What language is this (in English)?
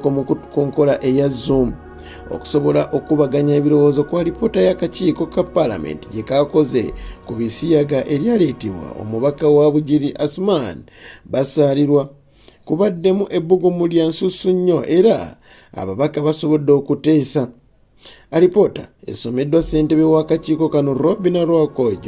Ganda